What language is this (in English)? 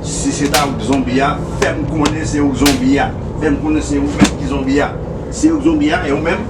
Haitian Creole